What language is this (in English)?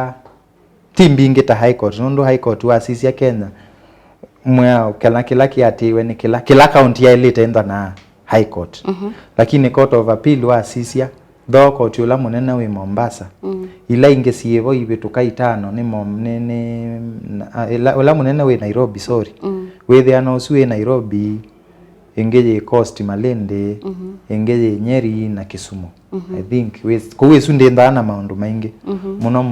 Kamba